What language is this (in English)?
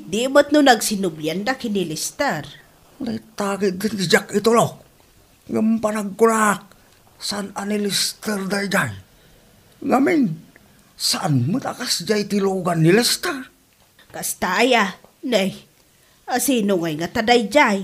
Iloko